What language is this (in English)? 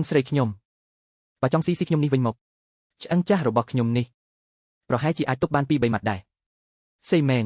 Khmer